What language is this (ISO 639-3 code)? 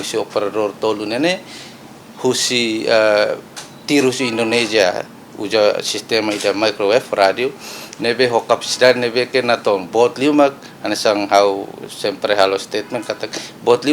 tet